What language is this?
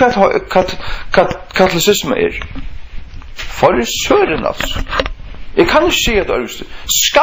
Faroese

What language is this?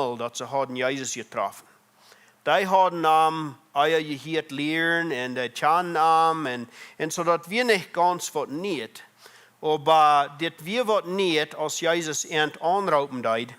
Plautdietsch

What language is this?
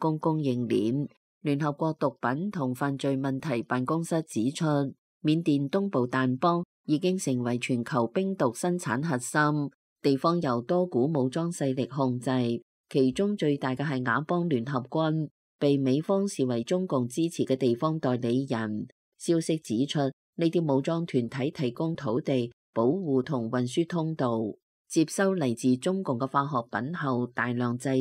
Cantonese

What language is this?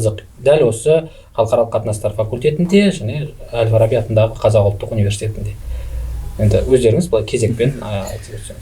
Kazakh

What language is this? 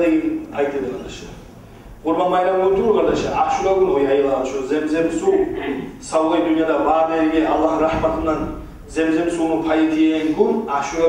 Kumyk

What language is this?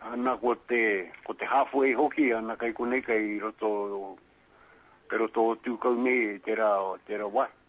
Māori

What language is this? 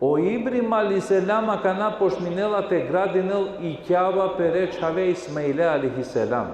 Balkan Romani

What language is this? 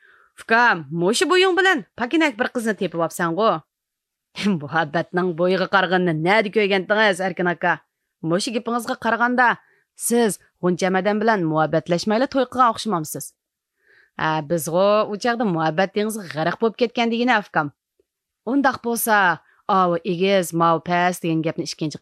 Uyghur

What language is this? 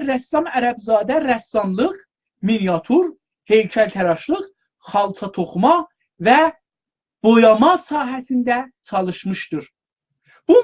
South Azerbaijani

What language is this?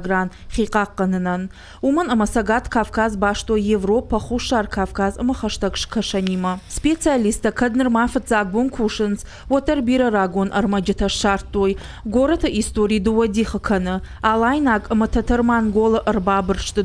Ossetic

